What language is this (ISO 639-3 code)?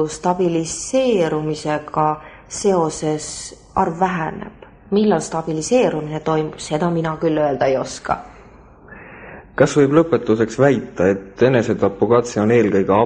est